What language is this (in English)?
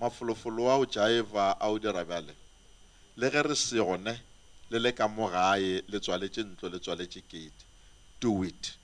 Northern Sotho